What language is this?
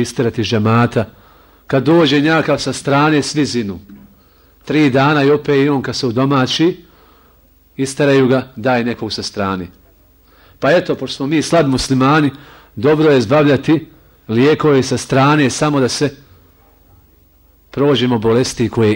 Bosnian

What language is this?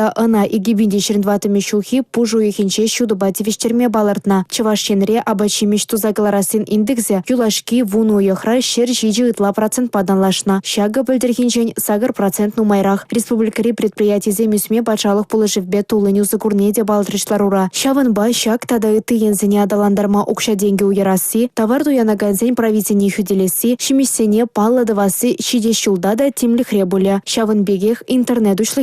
Chuvash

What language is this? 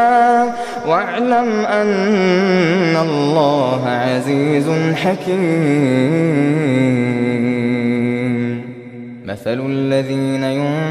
Arabic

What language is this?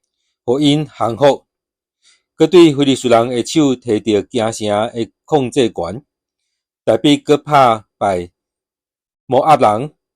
Min Nan Chinese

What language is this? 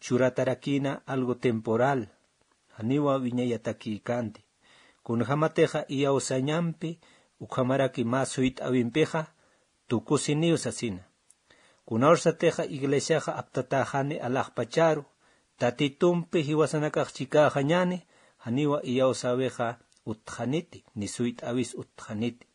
Aymara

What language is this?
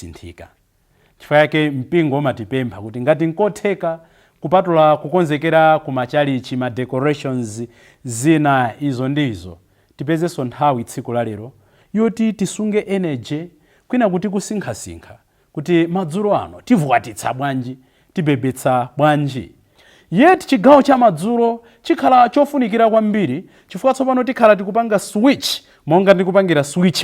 Nyanja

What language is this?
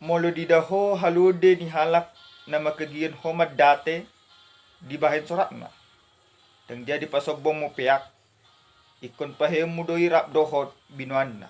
Batak Toba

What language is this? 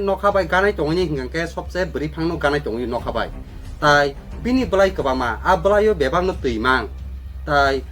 Kok Borok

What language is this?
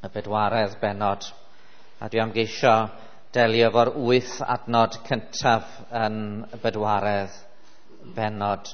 Welsh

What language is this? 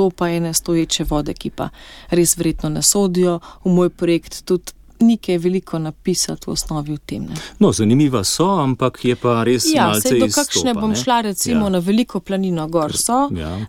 Slovenian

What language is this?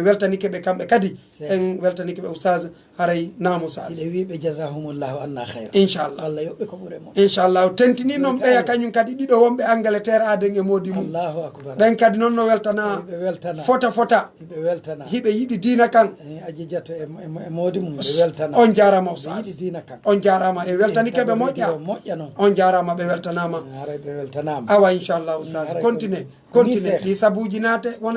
Pular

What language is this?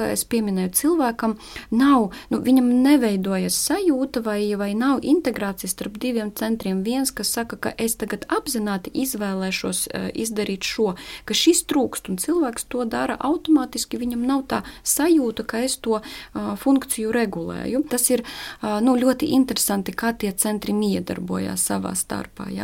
Latvian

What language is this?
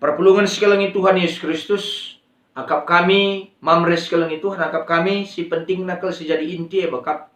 Batak Karo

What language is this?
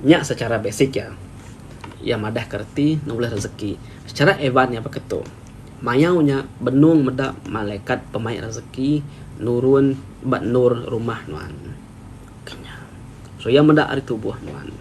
Iban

